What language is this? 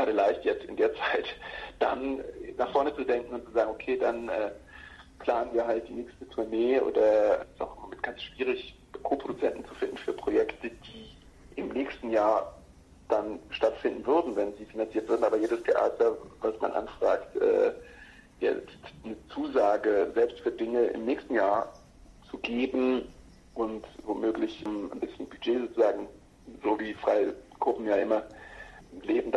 German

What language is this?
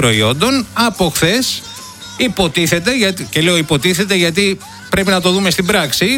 Greek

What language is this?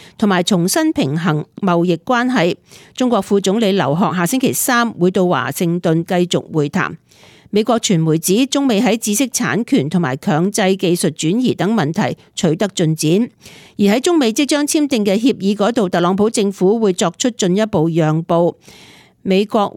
Cantonese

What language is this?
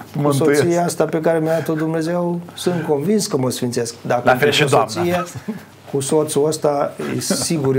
Romanian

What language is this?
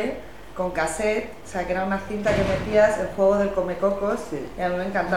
Spanish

